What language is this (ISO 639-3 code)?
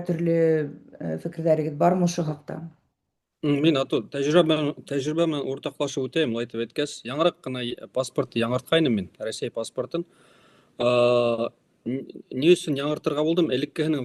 bak